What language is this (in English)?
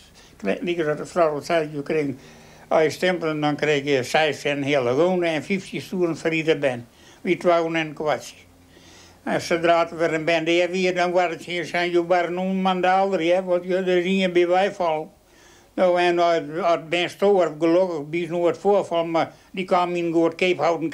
Western Frisian